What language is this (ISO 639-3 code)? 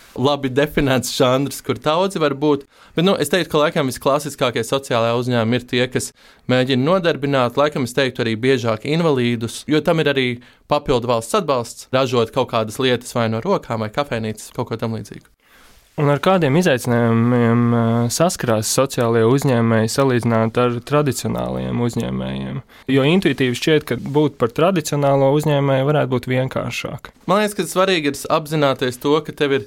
lav